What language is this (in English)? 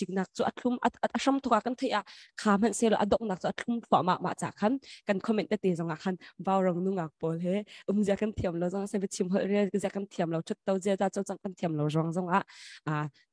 Hakha Chin